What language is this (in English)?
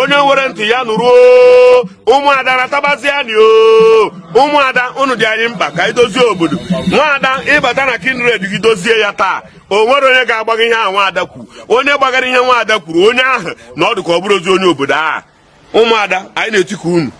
Igbo